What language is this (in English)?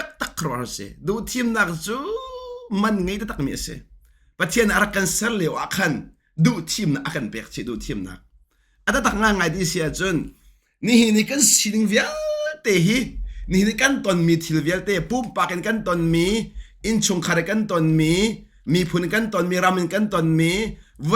Hakha Chin